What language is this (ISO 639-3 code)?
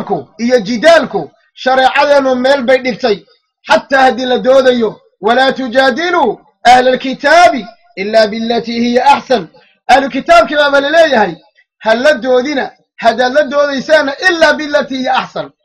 som